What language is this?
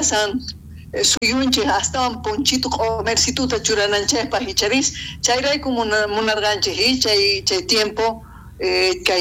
South Bolivian Quechua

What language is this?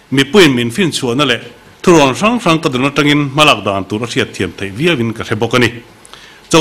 Mizo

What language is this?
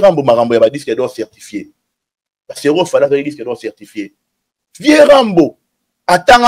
Lingala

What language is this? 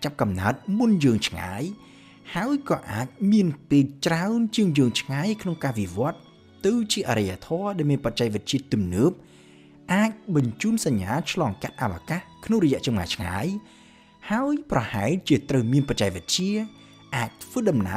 Khmer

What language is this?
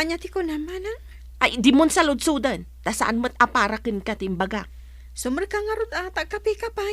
Iloko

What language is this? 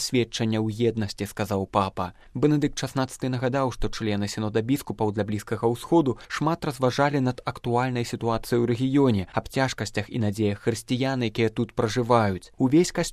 Belarusian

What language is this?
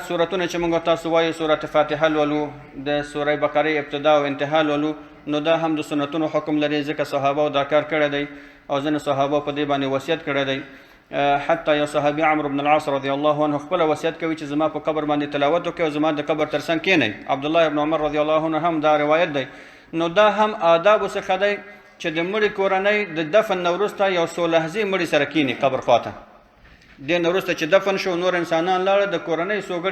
Pashto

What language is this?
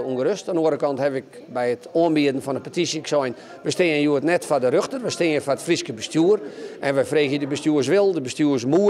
Western Frisian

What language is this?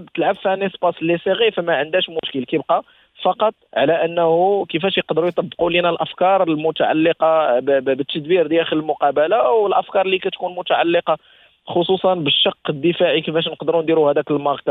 Moroccan Arabic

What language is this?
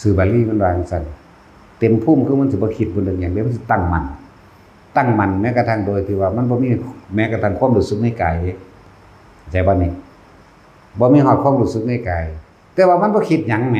Northeastern Thai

